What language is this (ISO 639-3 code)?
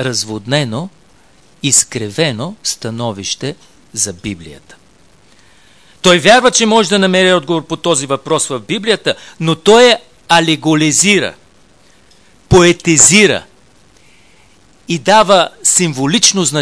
bul